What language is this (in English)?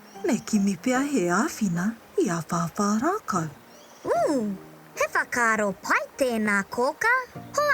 Māori